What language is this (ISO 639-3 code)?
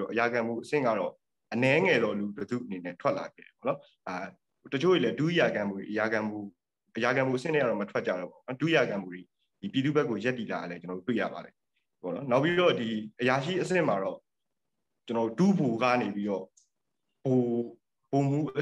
mya